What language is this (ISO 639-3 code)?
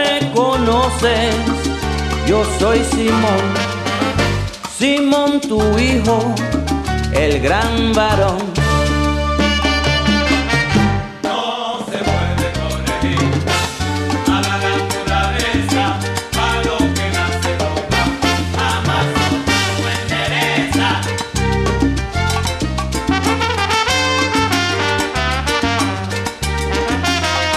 spa